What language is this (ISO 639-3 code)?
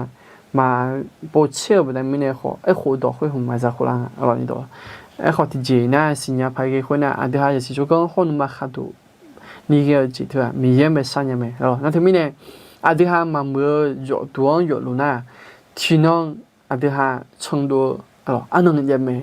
ahk